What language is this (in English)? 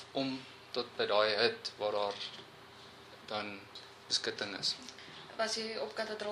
Afrikaans